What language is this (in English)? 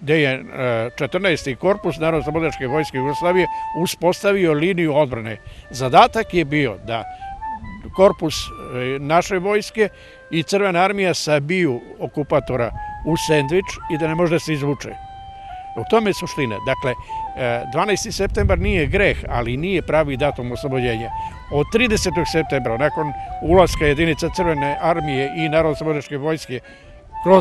Serbian